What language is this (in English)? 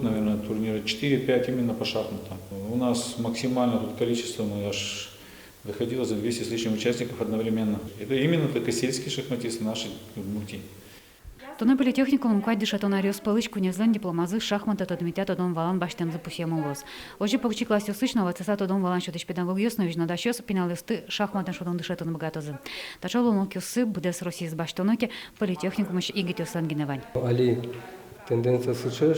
Udmurt